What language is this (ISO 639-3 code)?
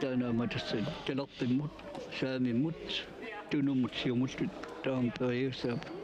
kal